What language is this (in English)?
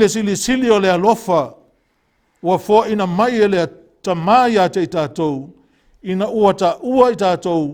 Samoan